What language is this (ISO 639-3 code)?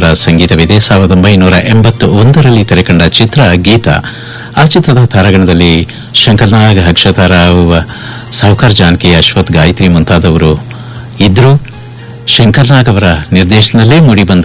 kan